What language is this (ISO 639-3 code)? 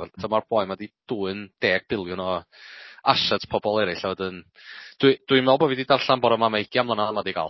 cym